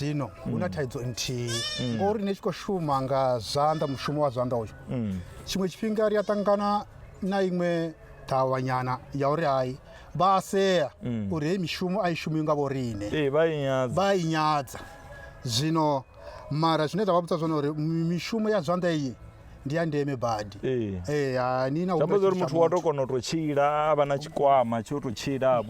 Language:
Venda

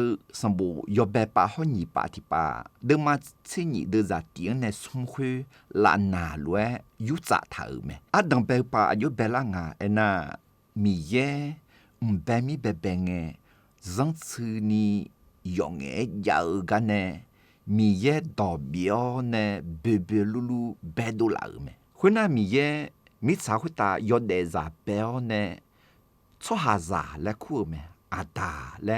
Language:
Akha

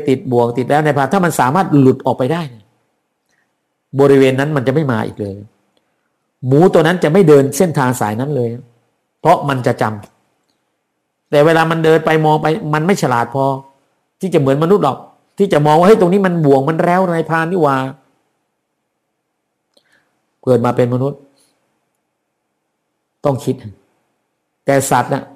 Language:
Thai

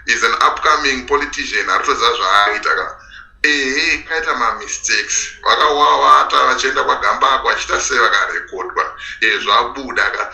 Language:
Shona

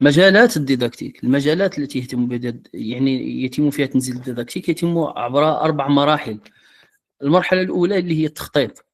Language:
Moroccan Arabic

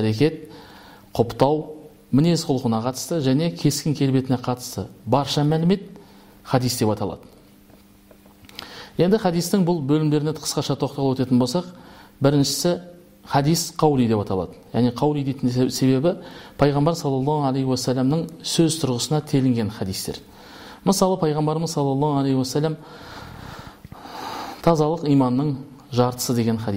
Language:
Kazakh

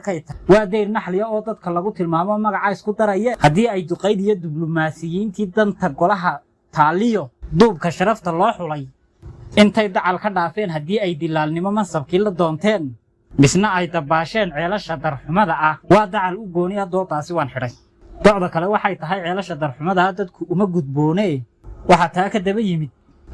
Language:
Somali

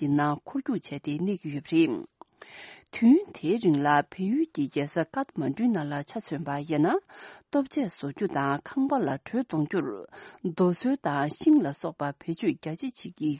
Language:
Tibetan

